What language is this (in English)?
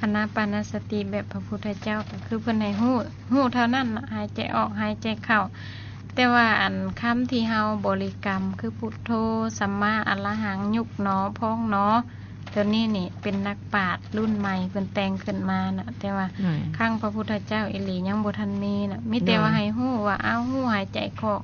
Lao